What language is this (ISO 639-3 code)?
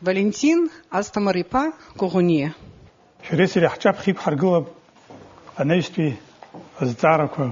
abk